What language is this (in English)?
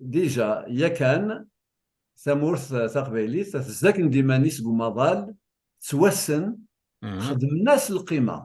Kabyle